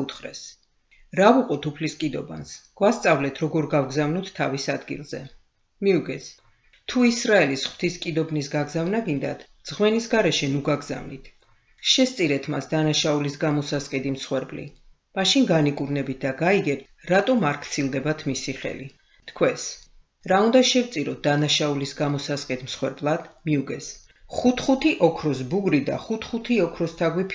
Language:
Georgian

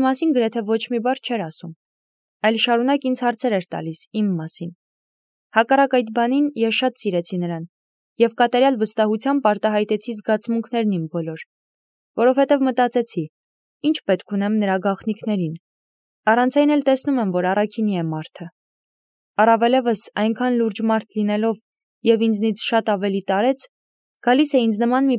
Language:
Armenian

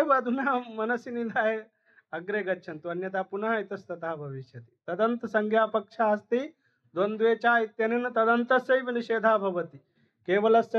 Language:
Sanskrit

